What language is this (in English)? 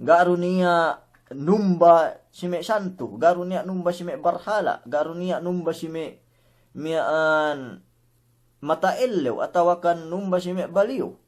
Yakan